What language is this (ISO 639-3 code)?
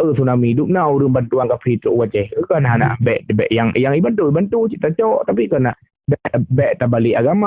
ace